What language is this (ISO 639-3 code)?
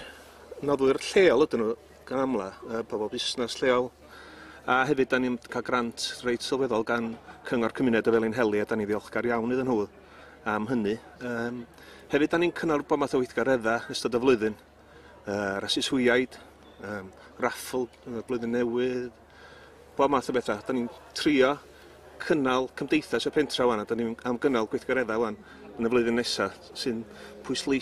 cym